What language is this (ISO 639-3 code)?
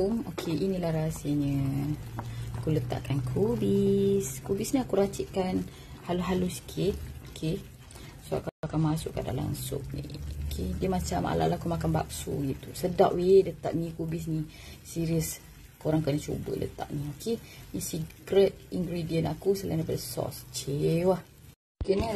msa